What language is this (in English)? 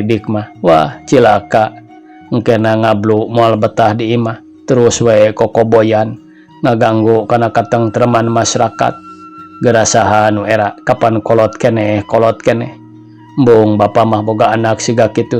Sundanese